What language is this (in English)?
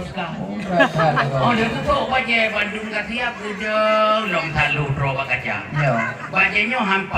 Achinese